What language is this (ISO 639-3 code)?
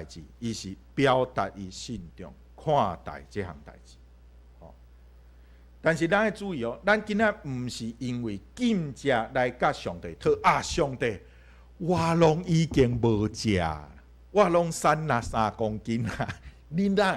nan